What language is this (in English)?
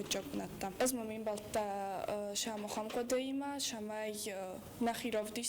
Ossetic